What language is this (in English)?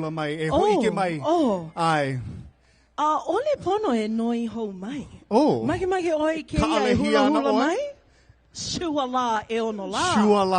Hawaiian